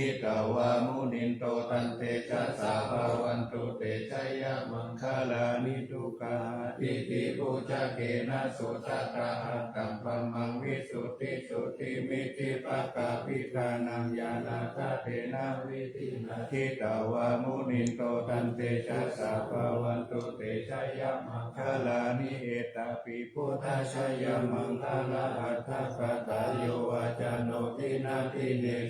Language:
Pali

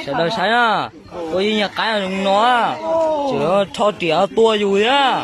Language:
Hmong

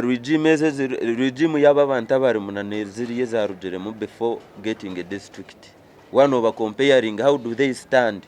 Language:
Nyankole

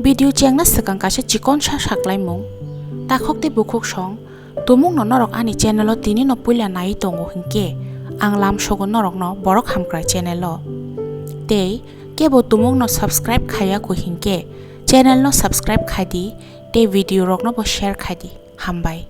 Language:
Kok Borok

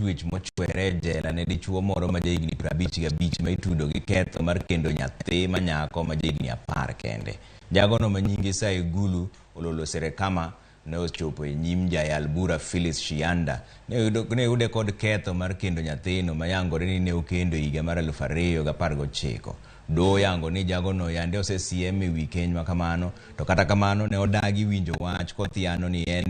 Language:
Luo (Kenya and Tanzania)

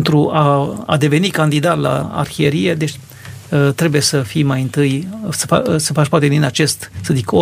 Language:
Romanian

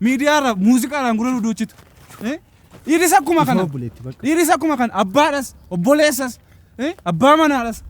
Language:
Oromo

